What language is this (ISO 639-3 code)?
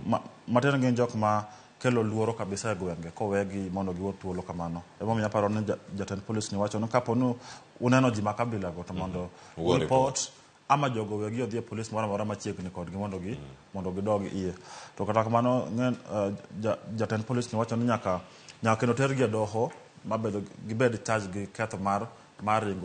luo